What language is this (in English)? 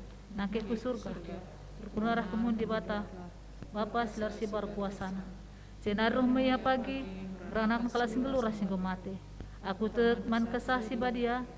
Batak Karo